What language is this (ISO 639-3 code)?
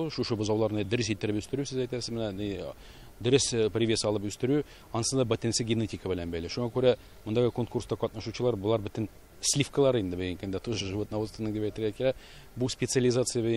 tat